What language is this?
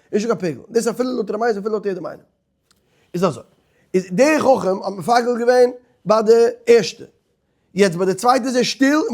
Yiddish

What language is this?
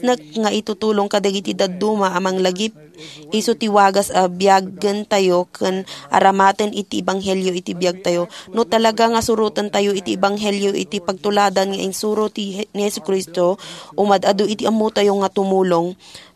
Iloko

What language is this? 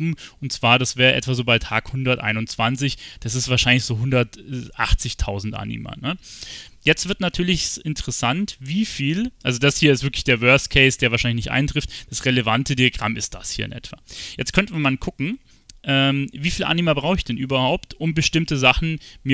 German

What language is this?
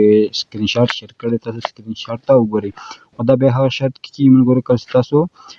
Pashto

